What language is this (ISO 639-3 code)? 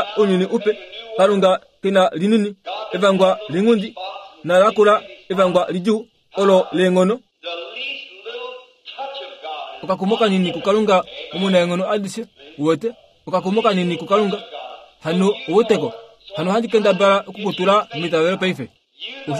kua